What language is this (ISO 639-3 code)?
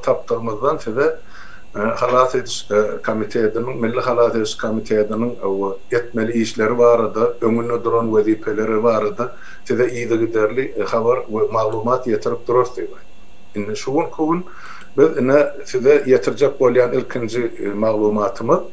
tuk